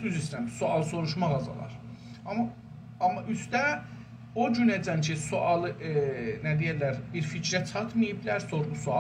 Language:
South Azerbaijani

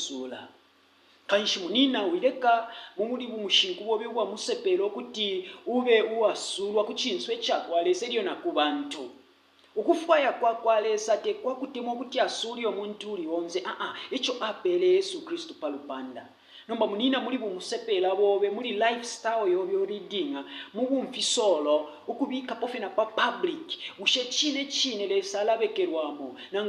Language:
Bemba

